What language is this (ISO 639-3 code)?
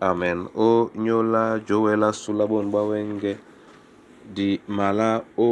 dua